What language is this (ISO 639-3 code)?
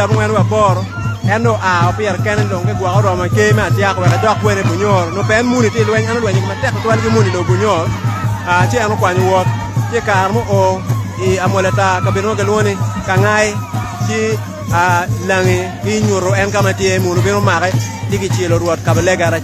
ach